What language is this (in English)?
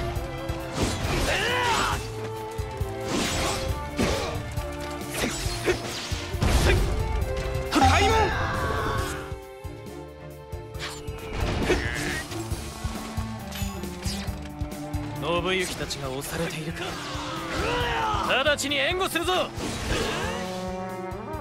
Japanese